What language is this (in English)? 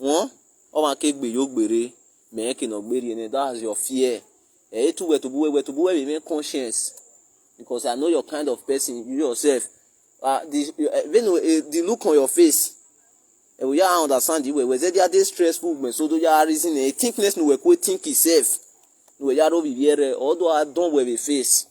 Nigerian Pidgin